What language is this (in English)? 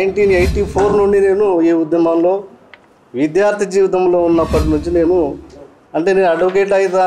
Telugu